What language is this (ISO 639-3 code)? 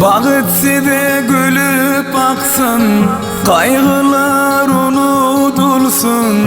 tuk